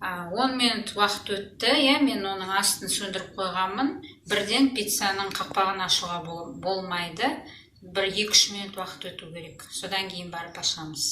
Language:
Kazakh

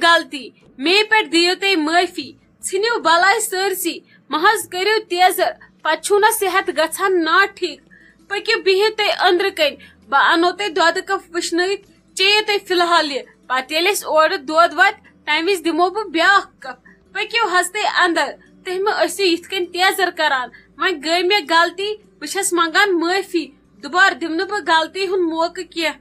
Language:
Kashmiri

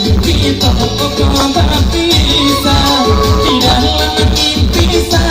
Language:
Minangkabau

